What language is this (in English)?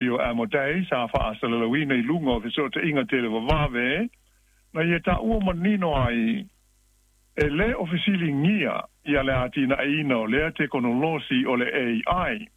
Samoan